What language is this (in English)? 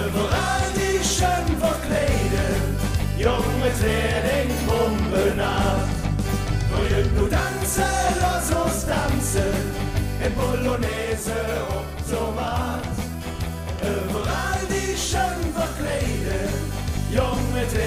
Limburgish